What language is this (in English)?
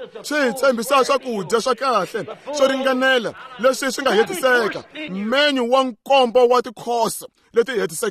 Tsonga